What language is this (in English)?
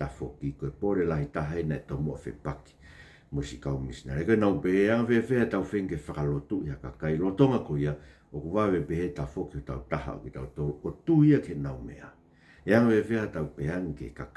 Tongan